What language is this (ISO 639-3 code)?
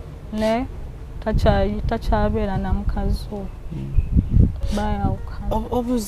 lug